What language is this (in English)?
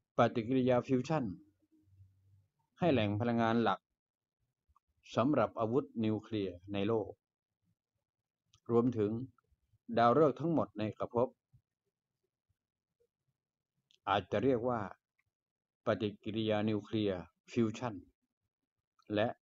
Thai